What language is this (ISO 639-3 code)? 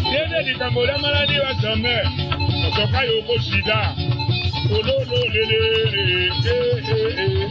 tll